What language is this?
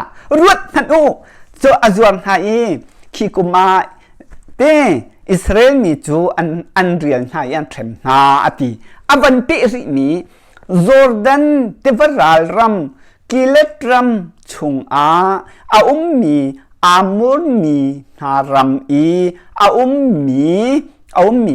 Hakha Chin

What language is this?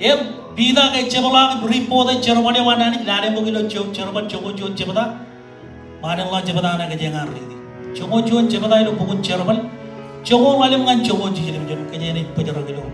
Marshallese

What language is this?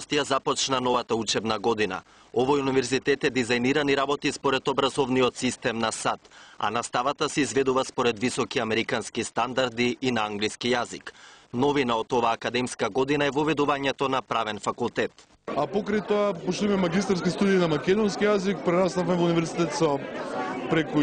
Macedonian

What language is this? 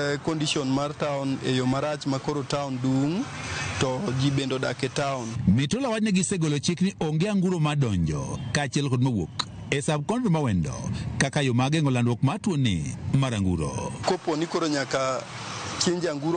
Luo (Kenya and Tanzania)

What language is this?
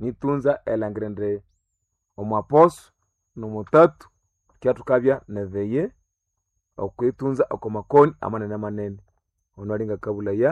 Nande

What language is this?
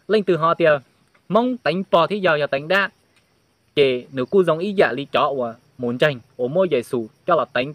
Hmong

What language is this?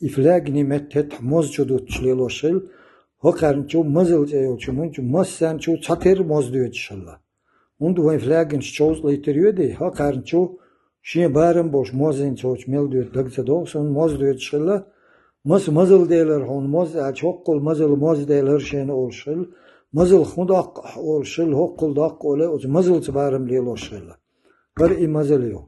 Chechen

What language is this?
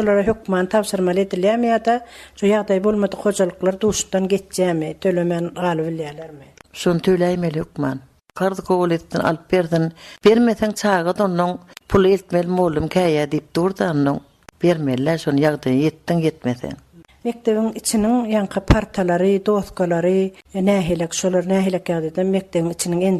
Turkmen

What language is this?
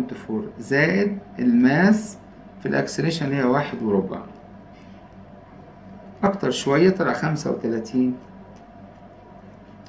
Egyptian Arabic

